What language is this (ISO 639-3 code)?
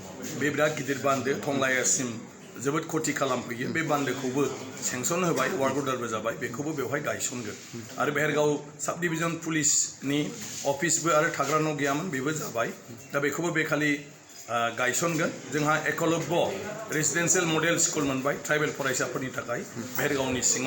brx